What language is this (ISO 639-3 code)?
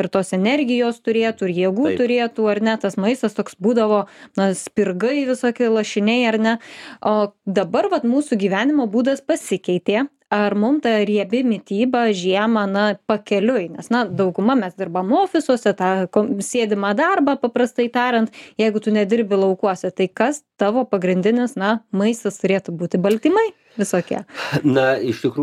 lit